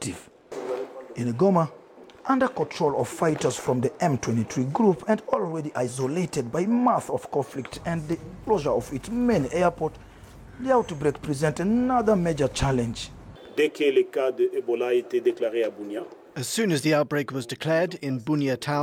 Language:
English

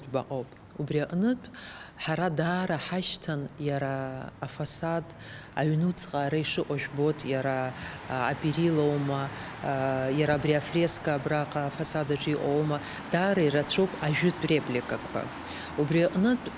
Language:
Abkhazian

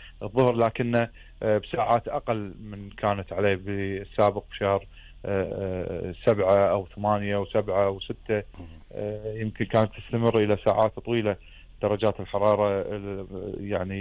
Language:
Gulf Arabic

